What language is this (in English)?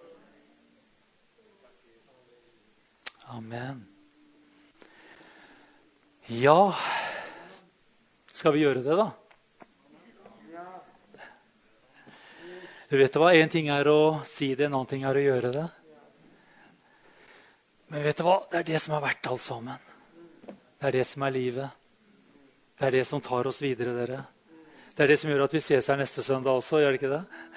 Norwegian